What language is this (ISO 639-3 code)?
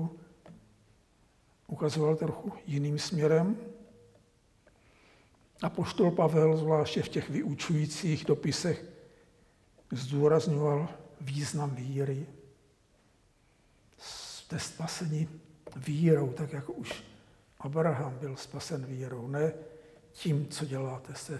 ces